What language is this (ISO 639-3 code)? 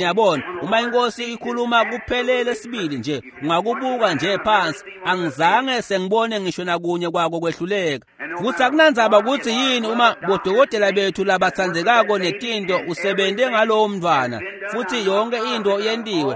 ssw